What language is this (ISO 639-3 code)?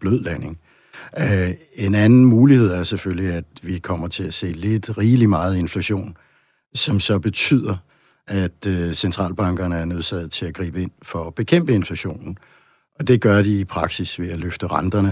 dan